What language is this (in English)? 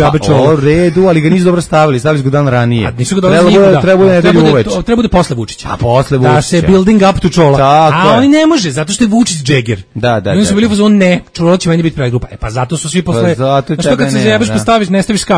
Serbian